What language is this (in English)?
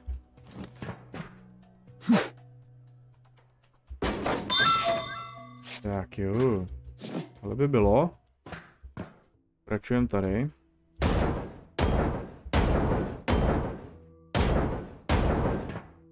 Czech